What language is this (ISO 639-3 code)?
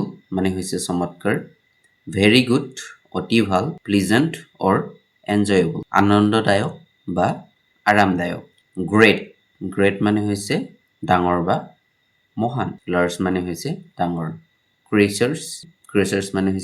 asm